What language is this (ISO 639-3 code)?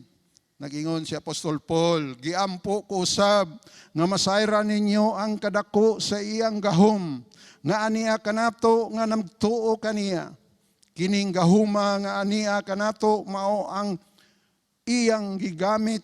ceb